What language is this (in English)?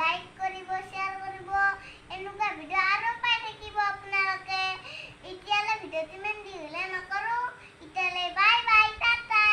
Assamese